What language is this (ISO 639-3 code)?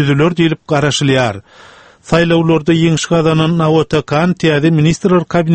tuk